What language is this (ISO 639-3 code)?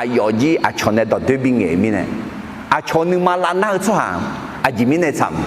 ahk